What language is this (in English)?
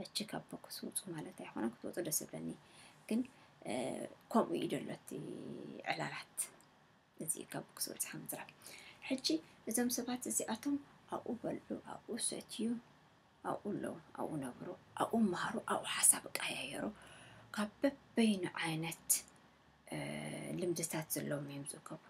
Tigrinya